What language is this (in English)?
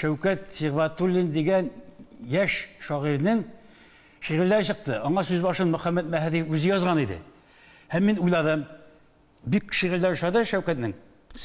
Tatar